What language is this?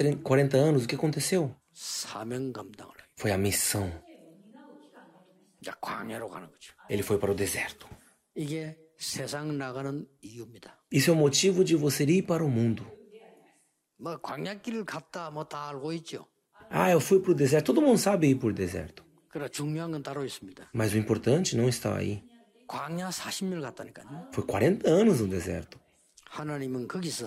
Korean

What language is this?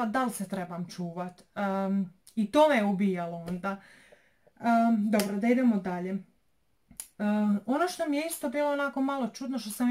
Croatian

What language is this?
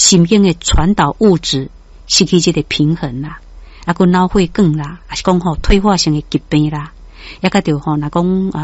Min Nan Chinese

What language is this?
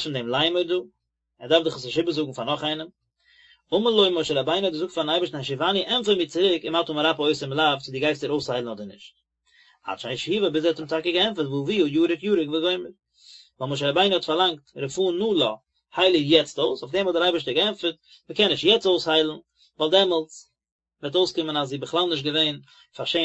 Yiddish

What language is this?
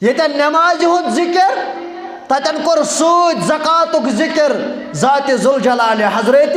Kashmiri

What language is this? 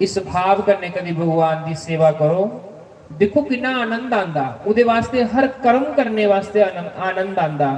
Dogri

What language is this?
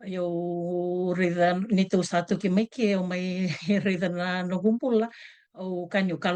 Fijian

